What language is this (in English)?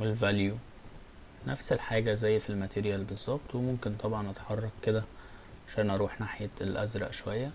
Egyptian Arabic